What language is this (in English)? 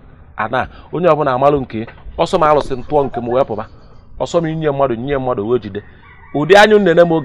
Igbo